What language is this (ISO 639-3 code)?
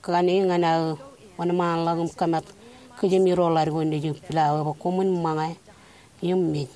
mah